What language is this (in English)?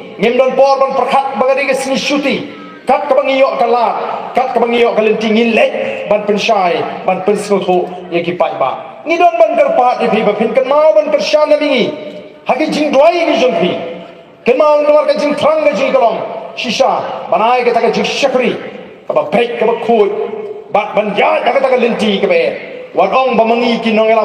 Khasi